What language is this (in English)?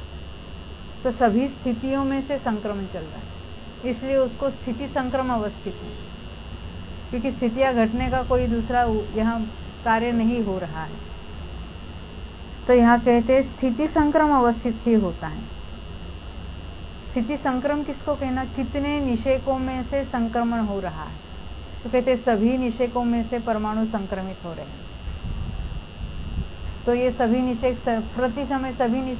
Hindi